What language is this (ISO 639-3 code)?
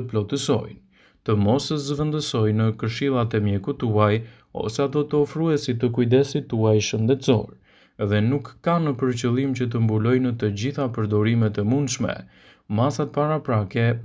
sqi